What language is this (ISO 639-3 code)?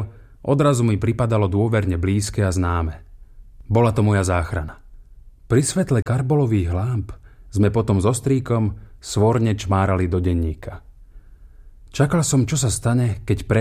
slk